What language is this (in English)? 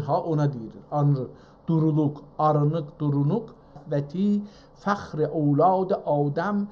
South Azerbaijani